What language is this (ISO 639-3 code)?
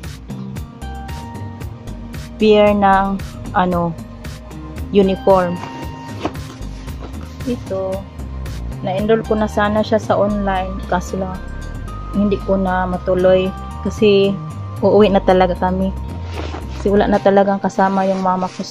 fil